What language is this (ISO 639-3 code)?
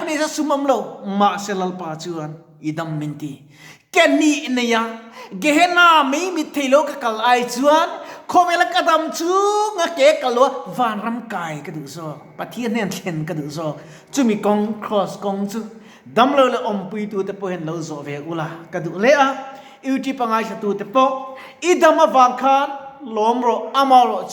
lus